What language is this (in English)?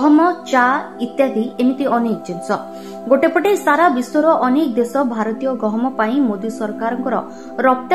Odia